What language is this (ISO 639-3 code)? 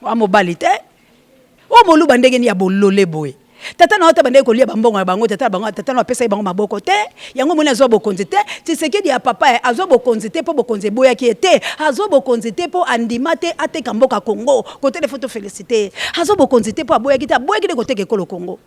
lin